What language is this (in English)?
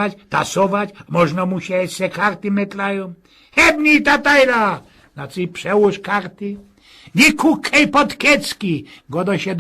Silesian